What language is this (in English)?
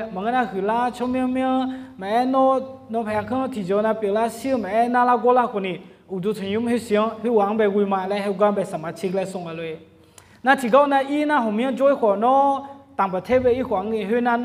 Akha